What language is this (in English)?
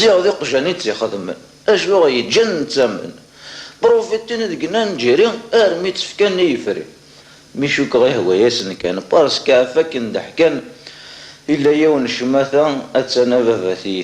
Kabyle